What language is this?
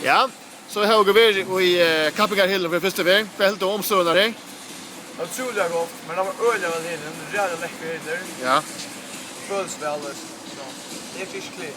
Faroese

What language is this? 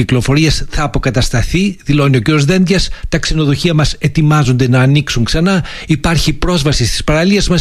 Greek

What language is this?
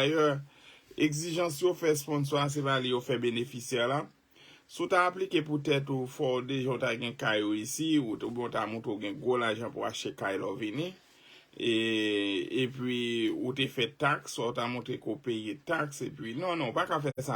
Haitian Creole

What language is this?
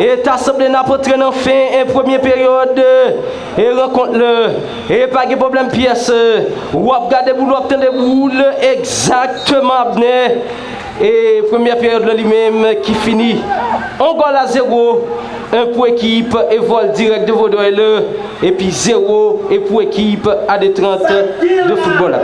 Haitian Creole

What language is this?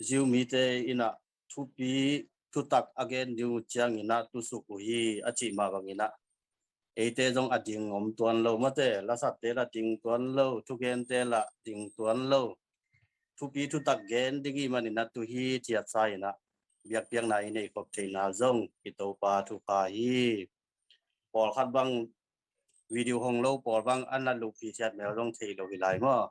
Tedim Chin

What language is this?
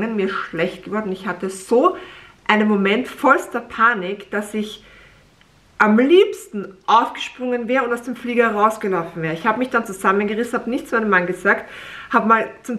German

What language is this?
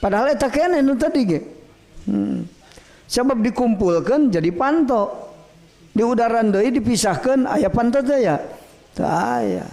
Sundanese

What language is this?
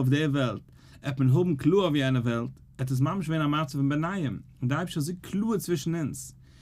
Yiddish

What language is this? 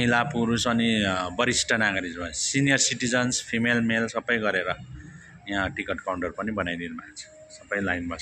Nepali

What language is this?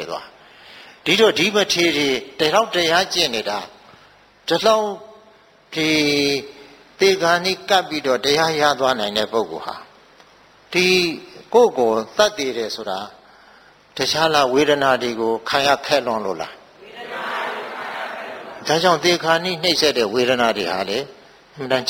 Burmese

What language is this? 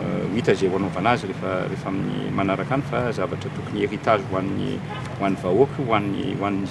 Malagasy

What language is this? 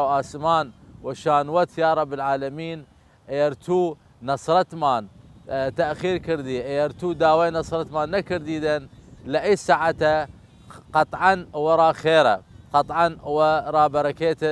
Southern Kurdish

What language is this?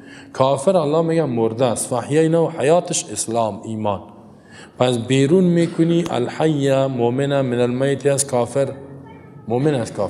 Persian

